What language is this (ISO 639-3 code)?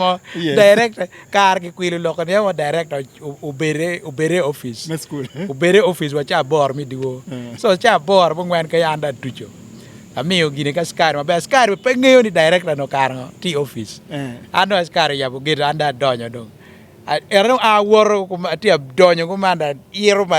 ach